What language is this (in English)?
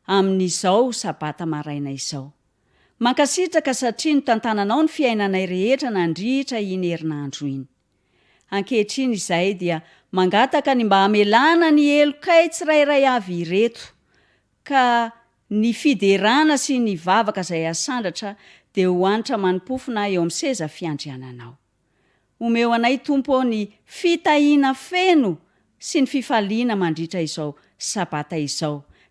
Malagasy